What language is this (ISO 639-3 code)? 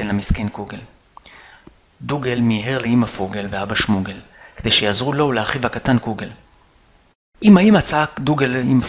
heb